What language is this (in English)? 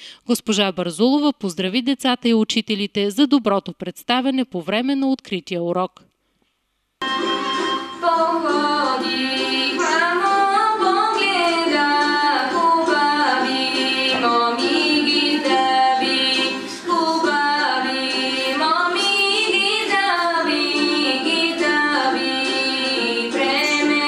Bulgarian